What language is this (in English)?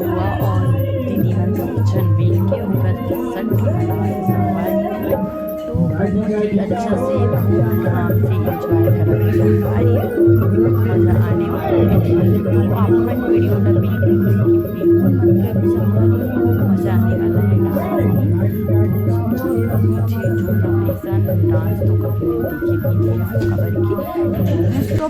Chhattisgarhi